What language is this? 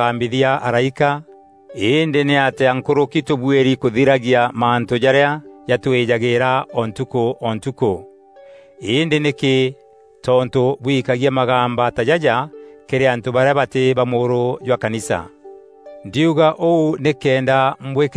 Meru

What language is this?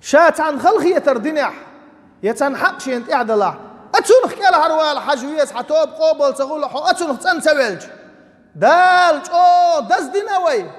Chechen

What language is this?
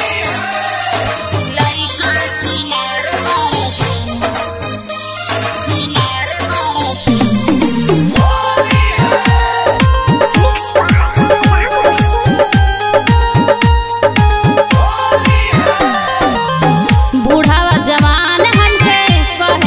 Bhojpuri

